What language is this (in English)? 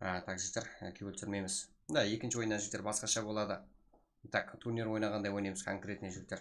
Kara-Kalpak